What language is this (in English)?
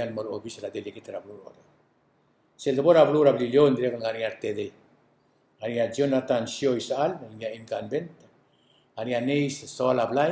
Palauan